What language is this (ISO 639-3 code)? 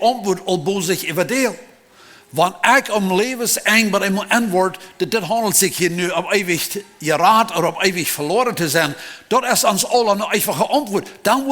pdt